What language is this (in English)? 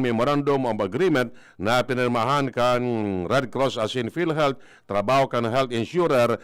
Bikol